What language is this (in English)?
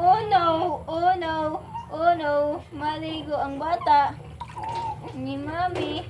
Cebuano